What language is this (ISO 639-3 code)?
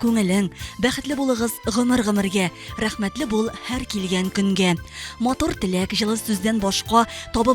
tat